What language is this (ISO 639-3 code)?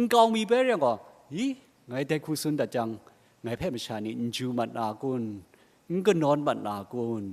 kac